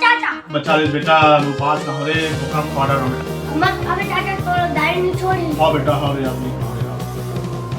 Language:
Chhattisgarhi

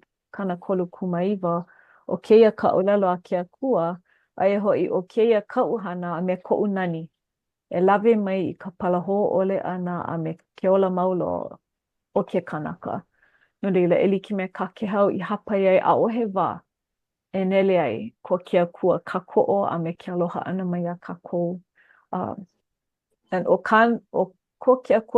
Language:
Hawaiian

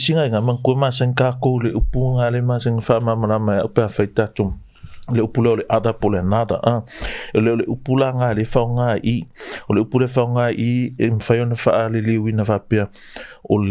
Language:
Samoan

